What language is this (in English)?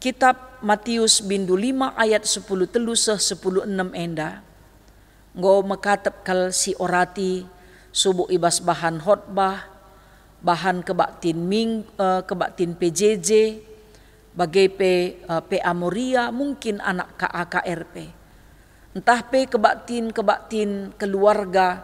Batak Karo